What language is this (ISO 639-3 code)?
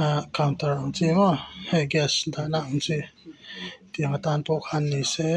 lus